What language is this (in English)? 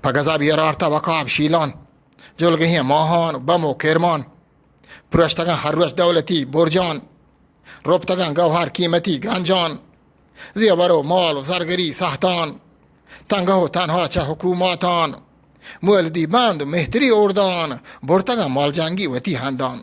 Eastern Balochi